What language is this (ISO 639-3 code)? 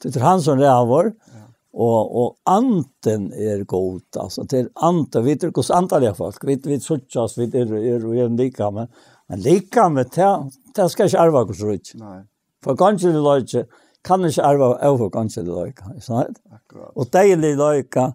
fao